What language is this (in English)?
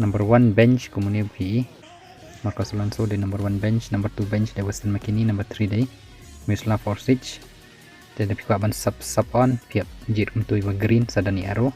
Khasi